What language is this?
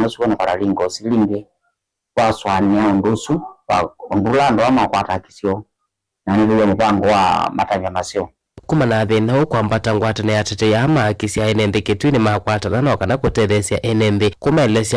Kamba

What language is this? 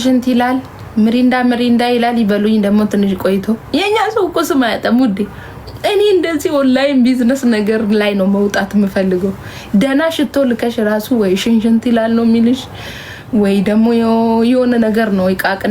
Amharic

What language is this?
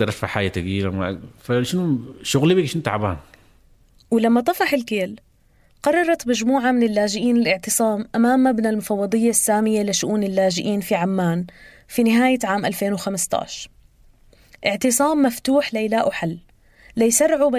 North Levantine Arabic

